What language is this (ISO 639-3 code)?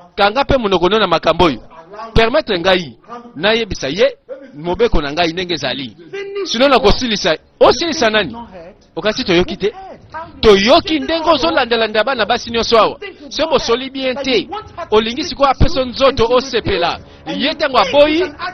lin